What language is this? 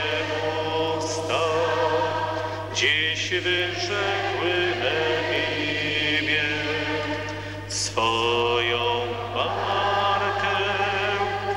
Polish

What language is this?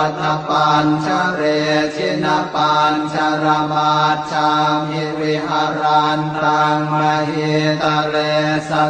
Pali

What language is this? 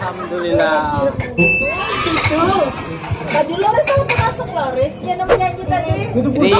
Banjar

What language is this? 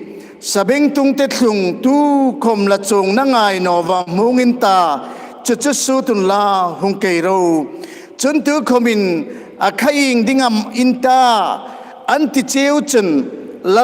Hmar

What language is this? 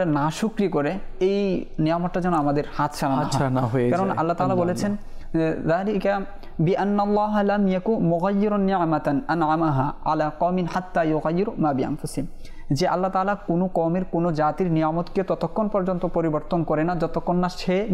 Bangla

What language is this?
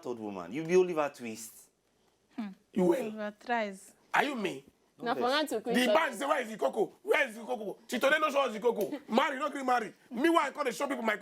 Nigerian Pidgin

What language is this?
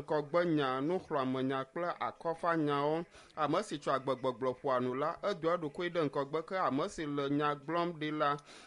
Ewe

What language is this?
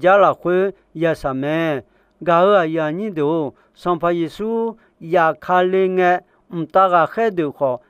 Akha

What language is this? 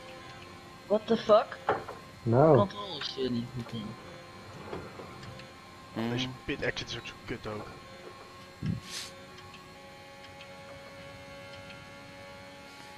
Dutch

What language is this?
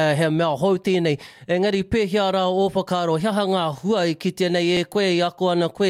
Māori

